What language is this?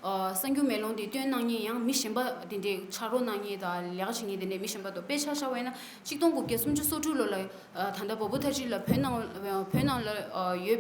Tibetan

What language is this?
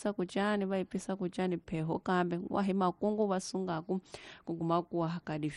Tsonga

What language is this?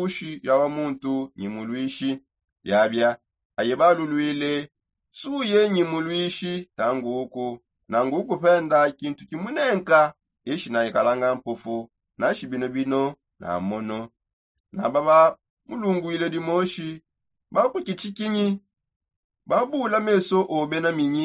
Songe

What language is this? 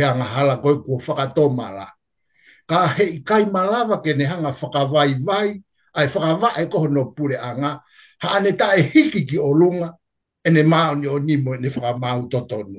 Tongan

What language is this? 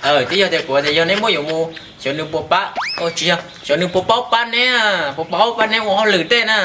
Hmong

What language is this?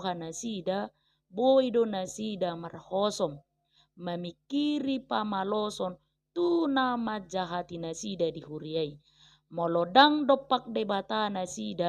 Batak Toba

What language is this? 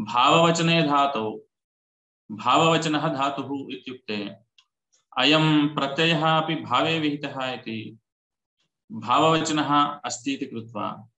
Sanskrit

